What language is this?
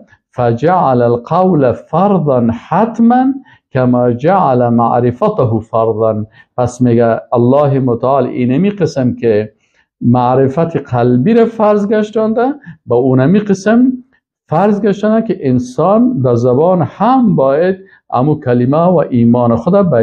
Persian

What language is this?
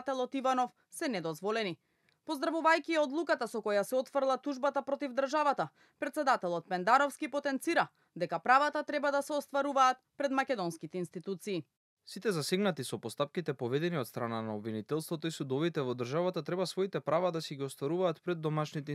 Macedonian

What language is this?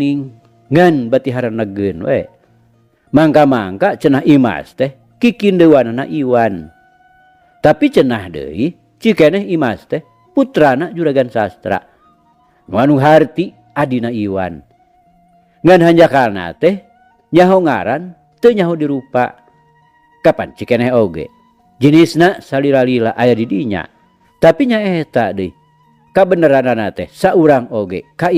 Sundanese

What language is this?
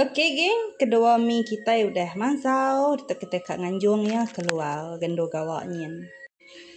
Iban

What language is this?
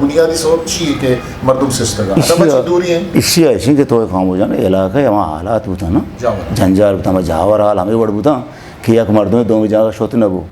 Eastern Balochi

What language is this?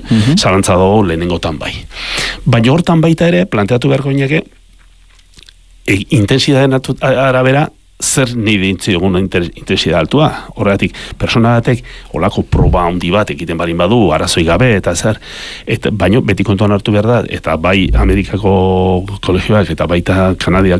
Basque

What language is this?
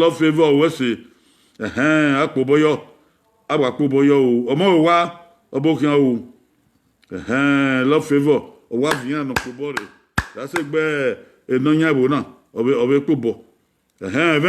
Bini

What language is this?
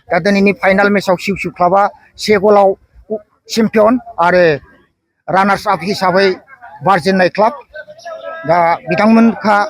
Bodo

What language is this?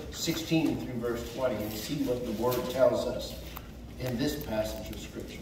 English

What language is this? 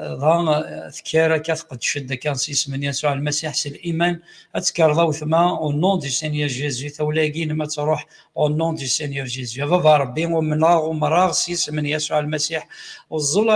Kabyle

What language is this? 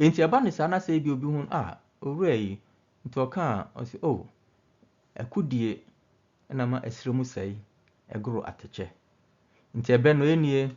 Akan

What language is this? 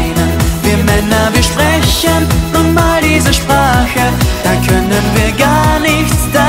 German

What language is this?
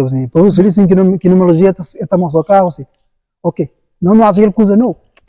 Kabuverdianu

